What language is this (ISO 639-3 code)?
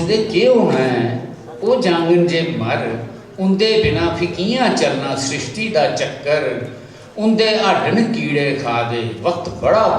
doi